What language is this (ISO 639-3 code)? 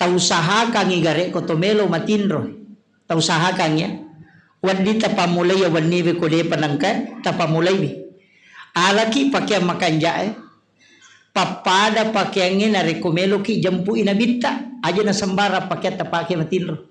bug